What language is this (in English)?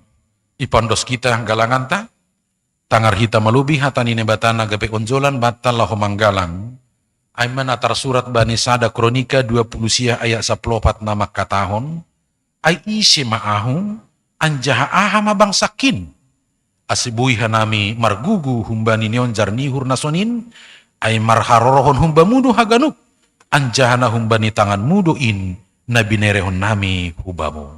Batak Simalungun